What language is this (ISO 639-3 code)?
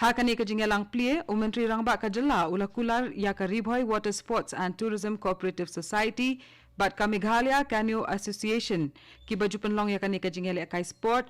kha